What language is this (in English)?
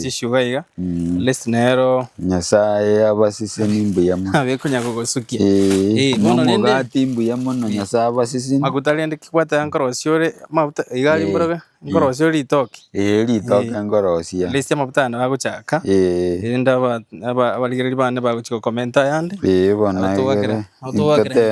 Gusii